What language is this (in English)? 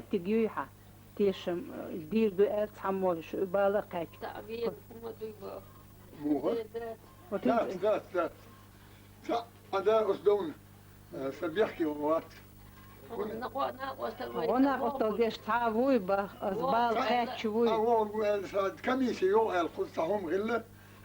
Chechen